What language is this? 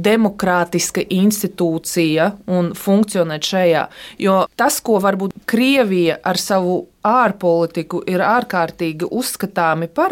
Latvian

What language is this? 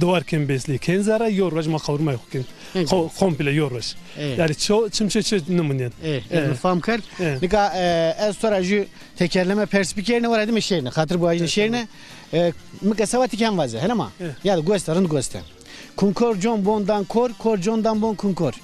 Zaza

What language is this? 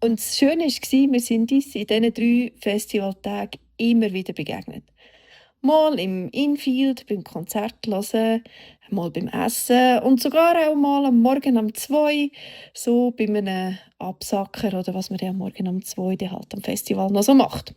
Swiss German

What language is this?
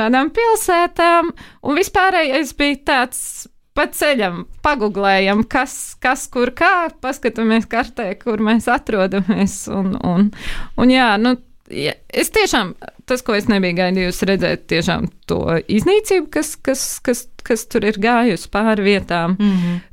Latvian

